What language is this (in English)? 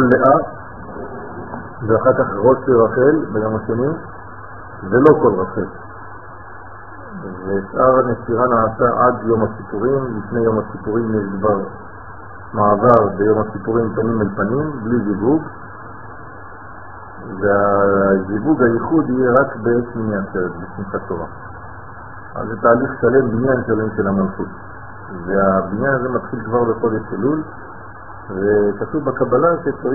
Hebrew